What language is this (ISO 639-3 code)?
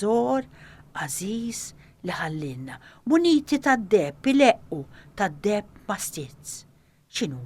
mlt